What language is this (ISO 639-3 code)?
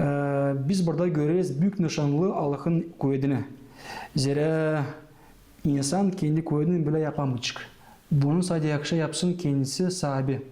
gag